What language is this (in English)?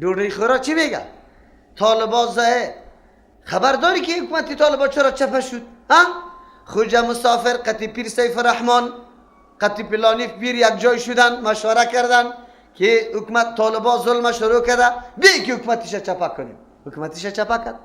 Persian